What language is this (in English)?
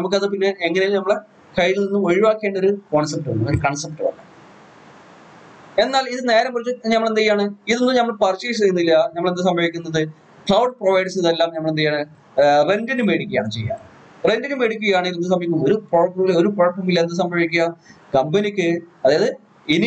Malayalam